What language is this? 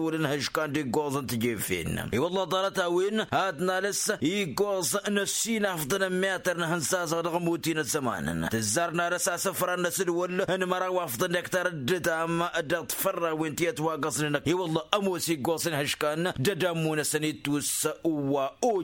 Tamasheq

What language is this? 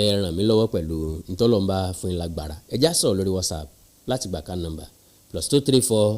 Yoruba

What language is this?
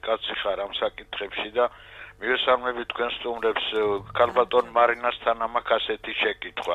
Georgian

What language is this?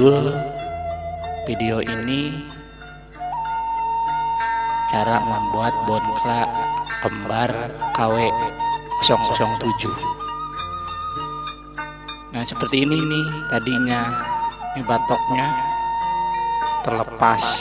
Indonesian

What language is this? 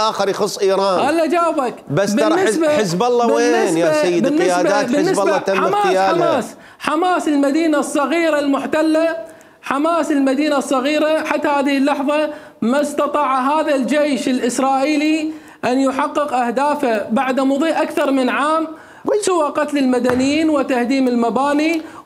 Mesopotamian Arabic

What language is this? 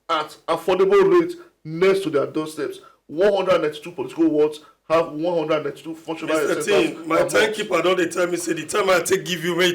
Nigerian Pidgin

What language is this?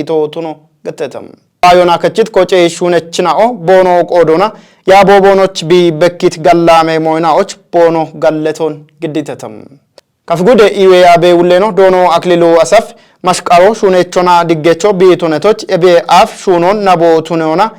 Kafa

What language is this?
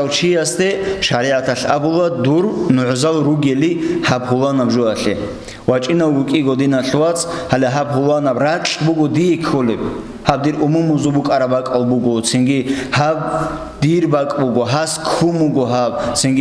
Avaric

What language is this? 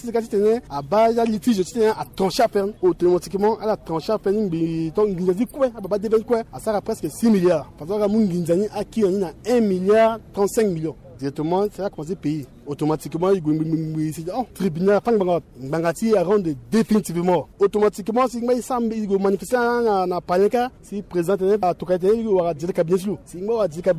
Sango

